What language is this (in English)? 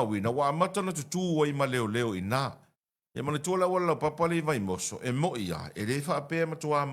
Samoan